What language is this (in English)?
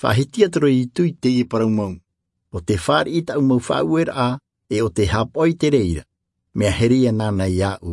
Tahitian